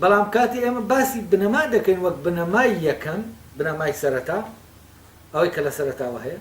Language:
Central Kurdish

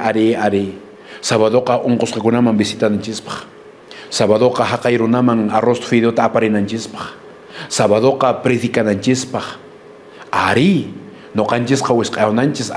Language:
Quechua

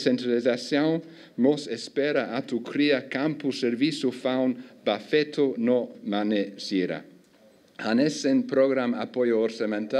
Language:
Tetum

